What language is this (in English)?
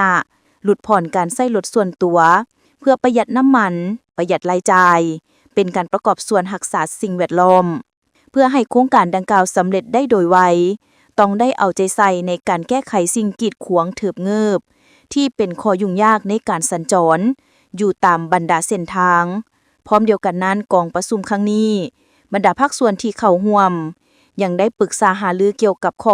Lao